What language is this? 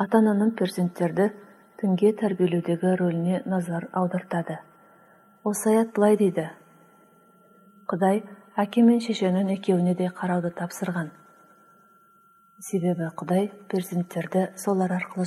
Kazakh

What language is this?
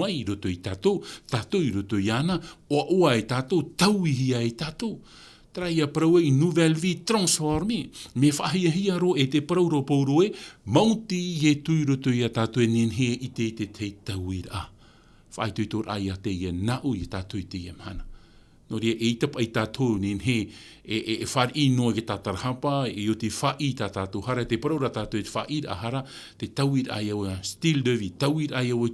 Tahitian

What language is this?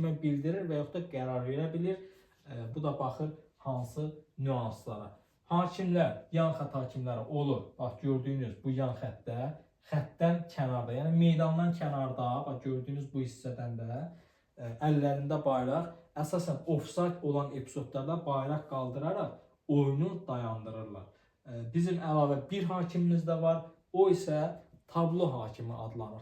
Azerbaijani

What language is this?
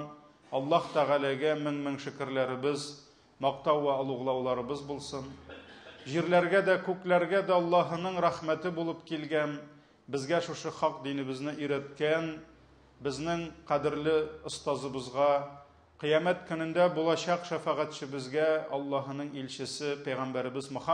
Tatar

